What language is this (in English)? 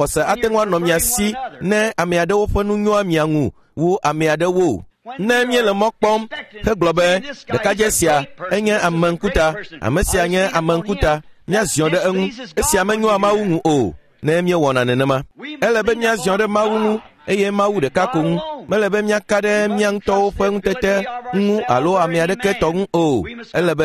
Ewe